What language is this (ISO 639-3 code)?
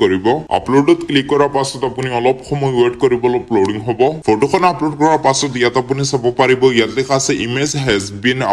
asm